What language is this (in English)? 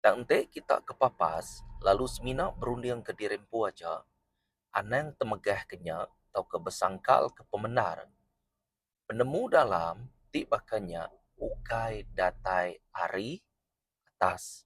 Iban